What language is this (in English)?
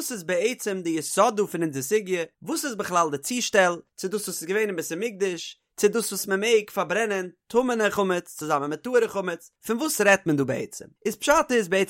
Yiddish